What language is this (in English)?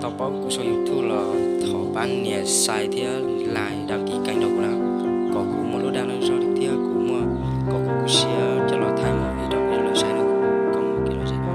Hmong